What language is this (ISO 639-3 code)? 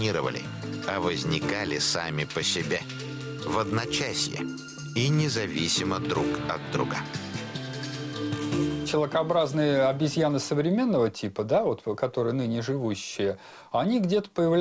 rus